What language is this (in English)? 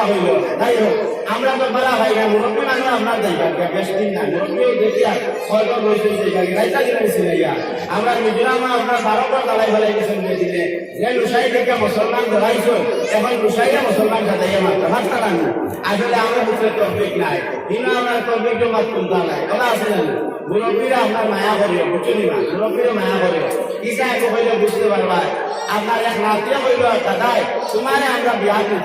Sylheti